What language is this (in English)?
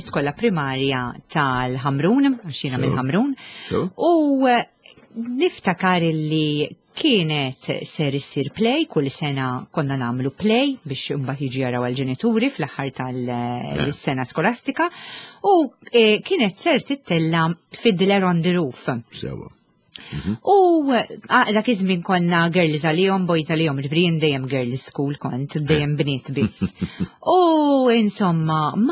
Maltese